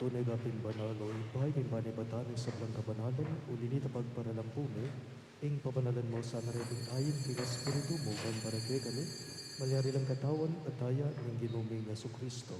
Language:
Pampanga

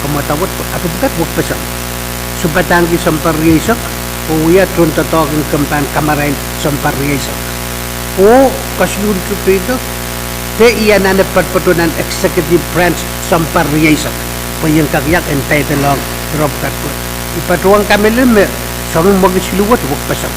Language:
Pohnpeian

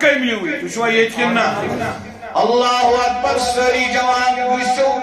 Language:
Kashmiri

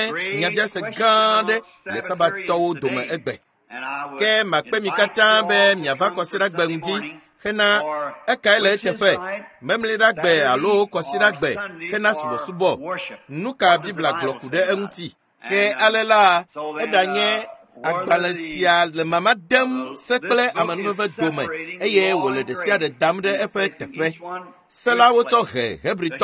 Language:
Ewe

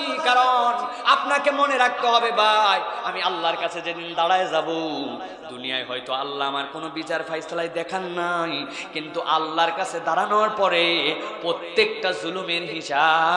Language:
Bangla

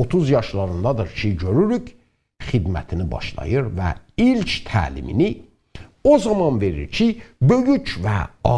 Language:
South Azerbaijani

